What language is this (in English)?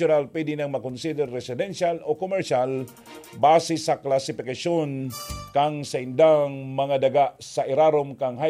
Bikol